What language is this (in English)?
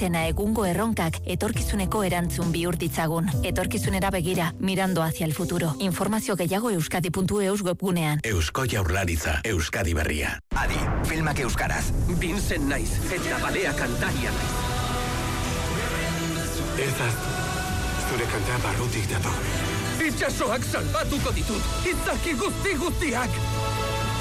Basque